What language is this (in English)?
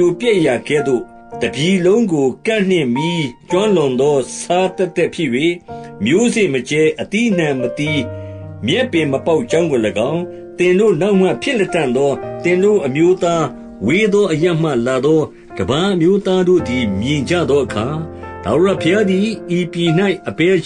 Burmese